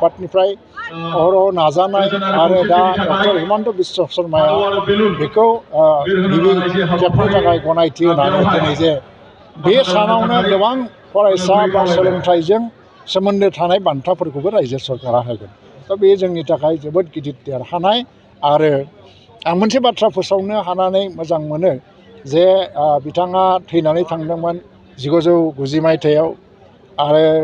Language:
Bodo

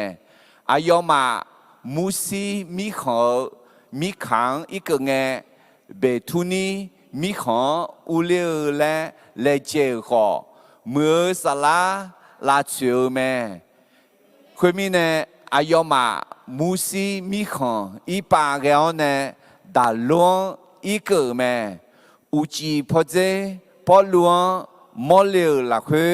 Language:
Akha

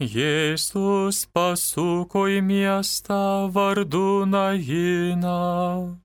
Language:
Lithuanian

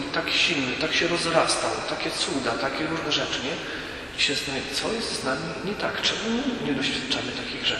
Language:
Polish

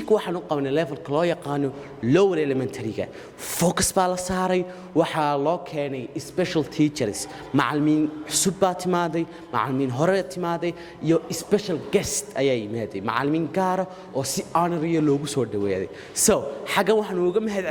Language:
Somali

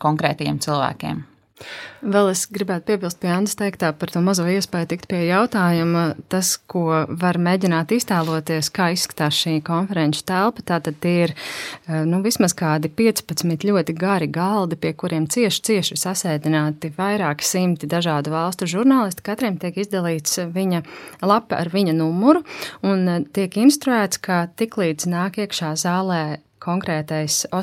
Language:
Latvian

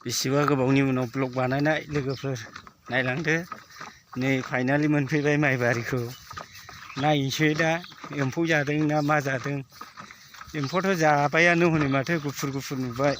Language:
Bodo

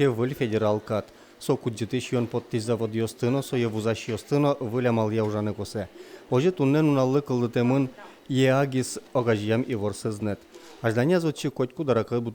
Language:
Udmurt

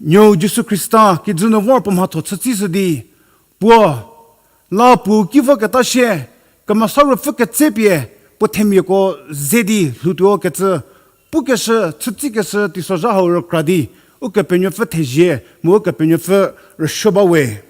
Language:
Angami Naga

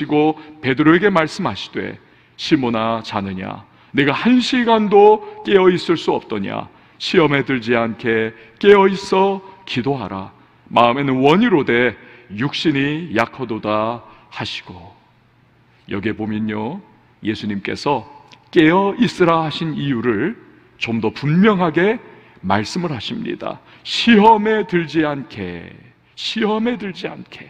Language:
Korean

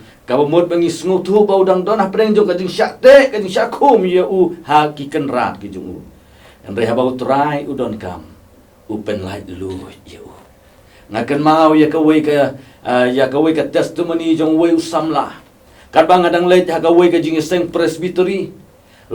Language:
Khasi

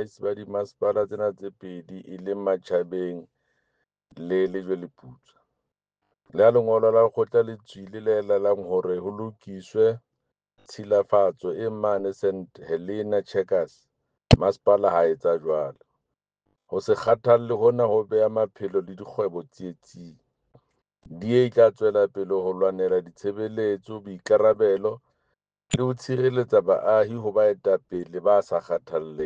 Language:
Southern Sotho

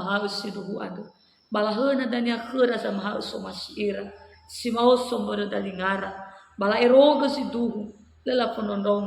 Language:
Nias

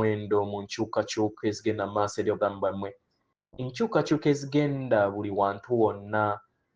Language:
Ganda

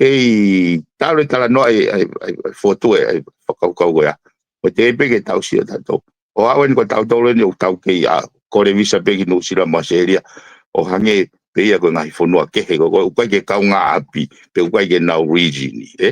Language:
Tongan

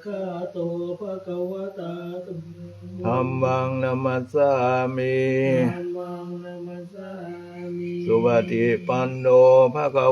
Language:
Pali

